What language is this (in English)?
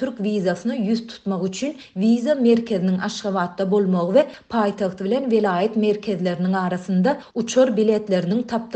Turkmen